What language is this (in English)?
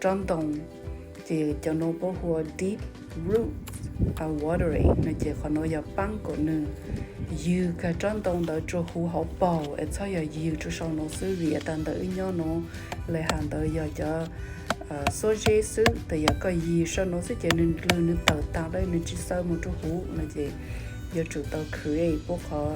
Hmong